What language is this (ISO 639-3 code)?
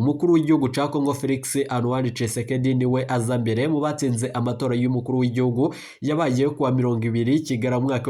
run